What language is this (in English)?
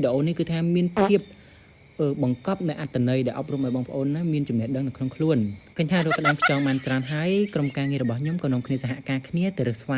Khmer